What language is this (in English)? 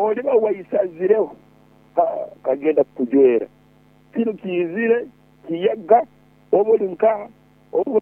Nyoro